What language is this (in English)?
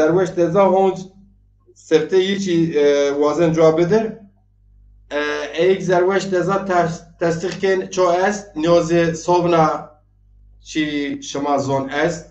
Zaza